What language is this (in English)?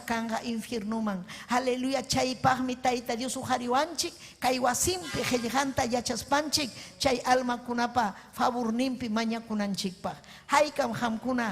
Ayacucho Quechua